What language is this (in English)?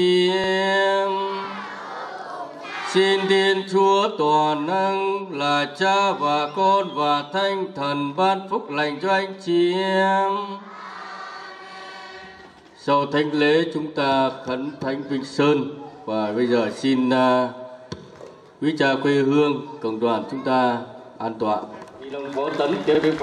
Vietnamese